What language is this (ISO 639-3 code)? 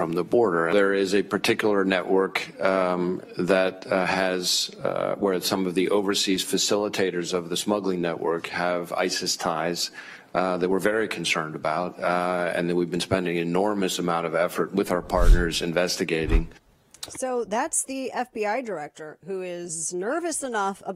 eng